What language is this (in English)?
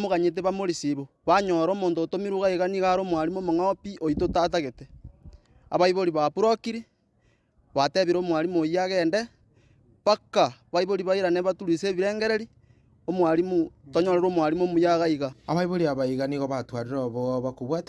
Gusii